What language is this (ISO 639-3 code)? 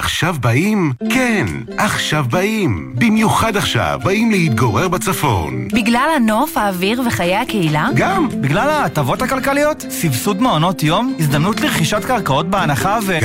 heb